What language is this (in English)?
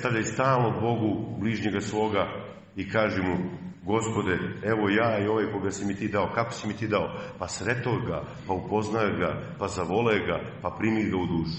Serbian